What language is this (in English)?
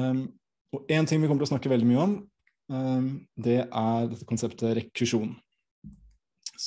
Norwegian